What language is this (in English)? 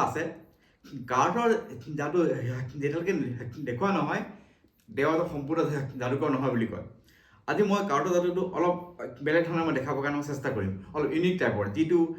Assamese